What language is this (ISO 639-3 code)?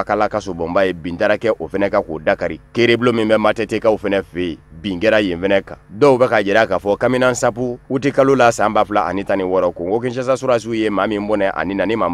bam